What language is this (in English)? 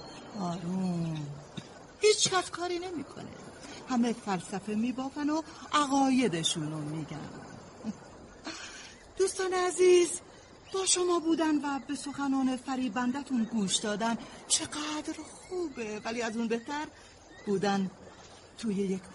Persian